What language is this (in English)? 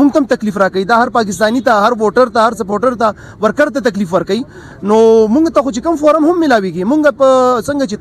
Pashto